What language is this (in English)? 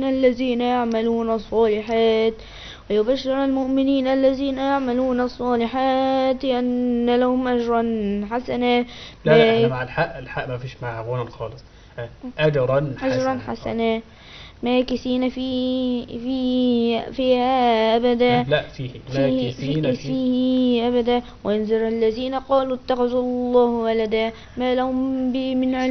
Arabic